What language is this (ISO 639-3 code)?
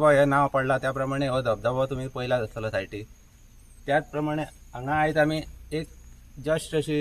kok